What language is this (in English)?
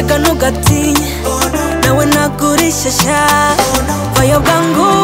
Kinyarwanda